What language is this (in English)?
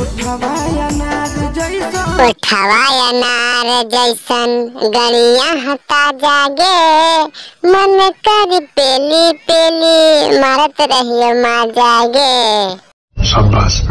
Magahi